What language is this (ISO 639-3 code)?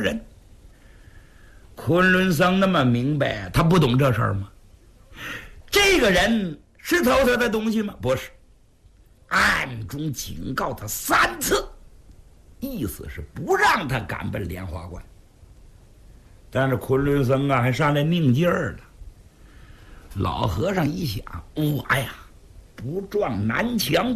zho